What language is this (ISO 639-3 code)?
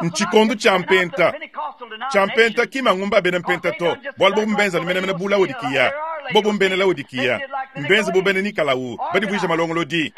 lua